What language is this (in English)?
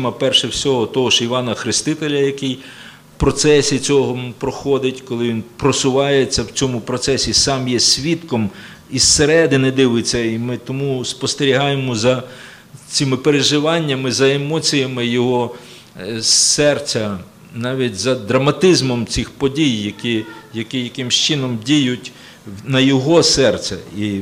Ukrainian